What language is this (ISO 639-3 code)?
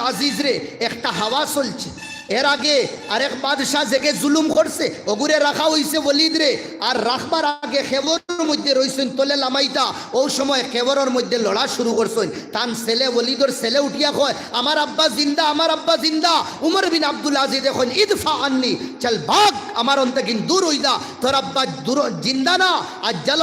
syl